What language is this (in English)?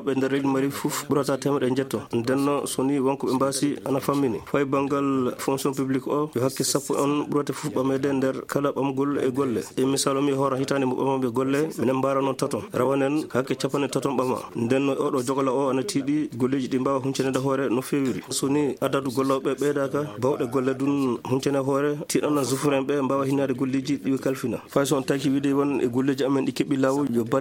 Fula